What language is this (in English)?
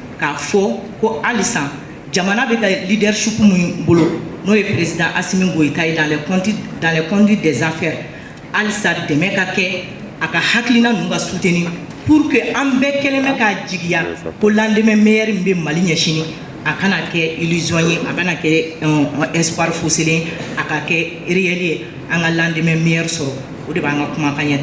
Bambara